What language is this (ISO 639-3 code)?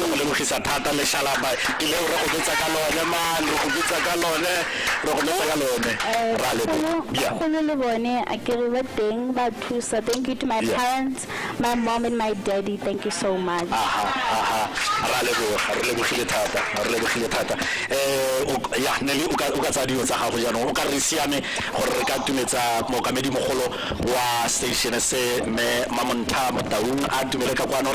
tsn